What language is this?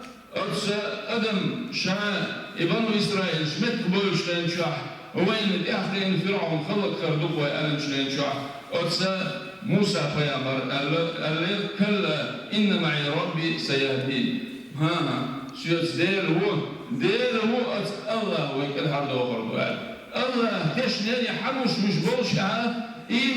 Chechen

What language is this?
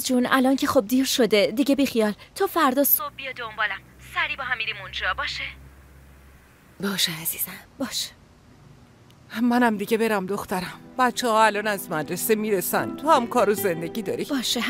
Persian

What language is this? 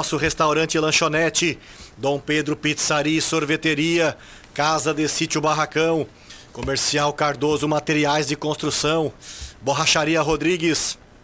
Portuguese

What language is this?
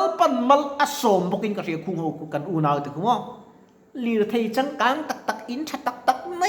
Mizo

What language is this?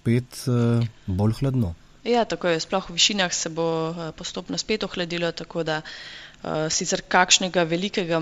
Slovenian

